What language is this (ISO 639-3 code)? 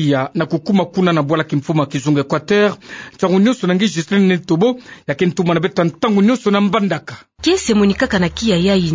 ktu